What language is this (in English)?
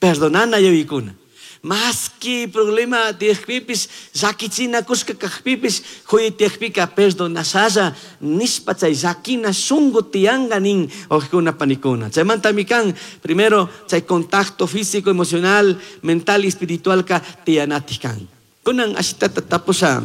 Chimborazo Highland Quichua